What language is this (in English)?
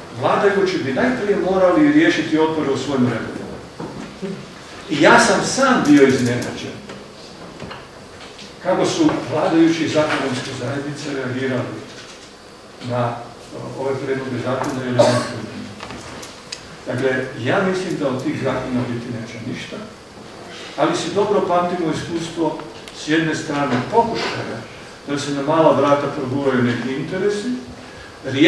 Croatian